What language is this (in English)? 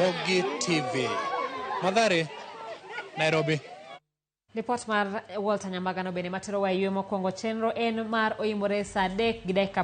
Luo (Kenya and Tanzania)